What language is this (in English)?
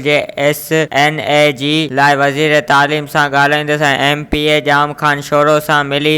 Sindhi